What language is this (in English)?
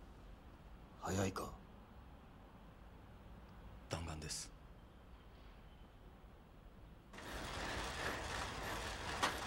Japanese